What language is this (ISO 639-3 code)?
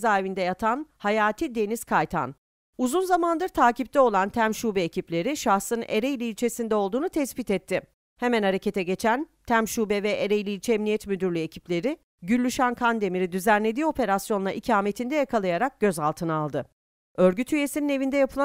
tur